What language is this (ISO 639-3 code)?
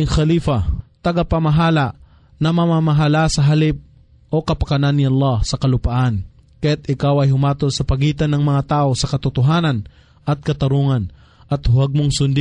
fil